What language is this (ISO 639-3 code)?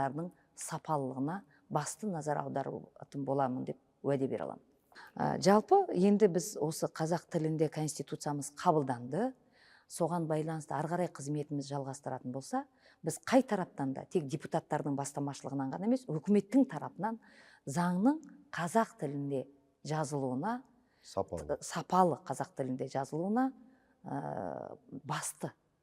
kaz